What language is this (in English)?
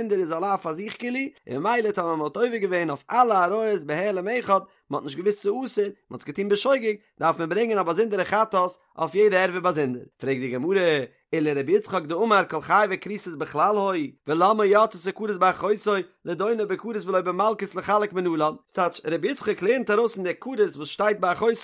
Yiddish